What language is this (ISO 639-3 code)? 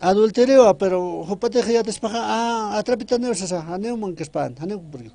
aym